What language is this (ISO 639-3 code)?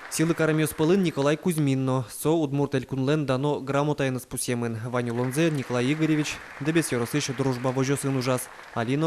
udm